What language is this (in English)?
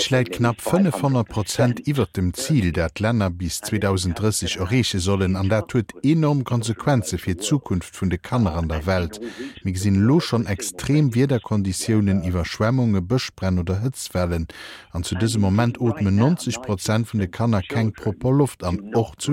Luxembourgish